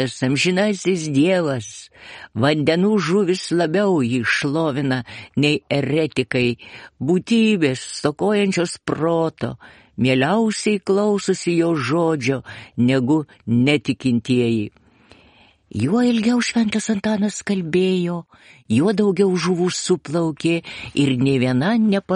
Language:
Lithuanian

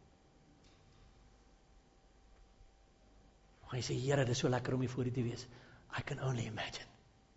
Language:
Afrikaans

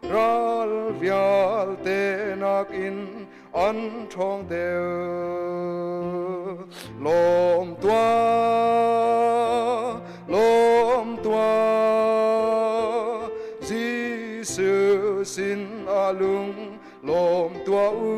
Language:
Hakha Chin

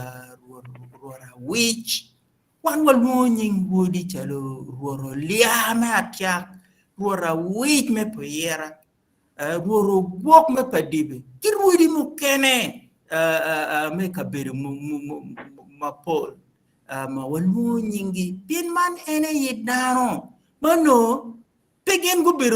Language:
Acoli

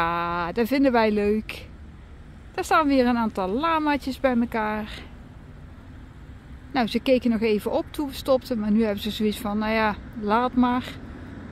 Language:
Dutch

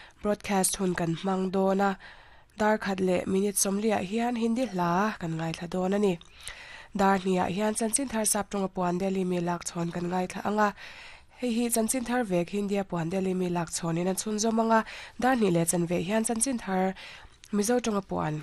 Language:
Mizo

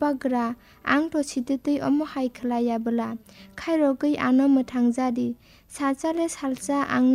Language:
Kok Borok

